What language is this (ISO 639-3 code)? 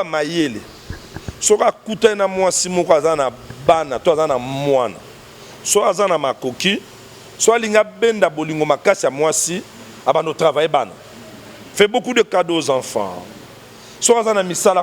lin